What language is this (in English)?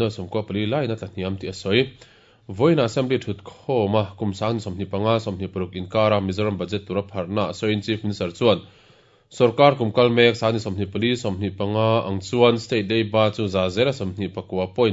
Mizo